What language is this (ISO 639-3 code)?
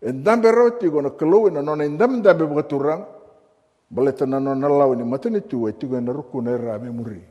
fij